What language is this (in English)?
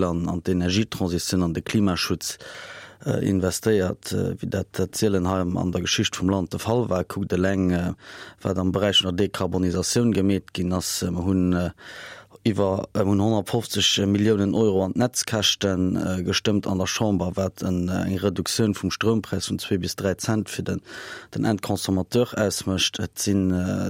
Luxembourgish